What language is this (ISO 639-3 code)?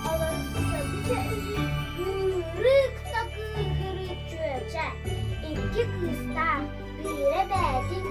sah